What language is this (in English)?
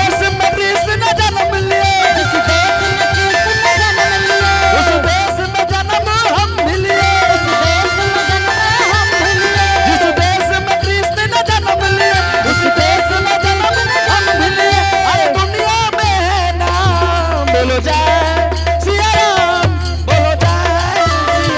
Angika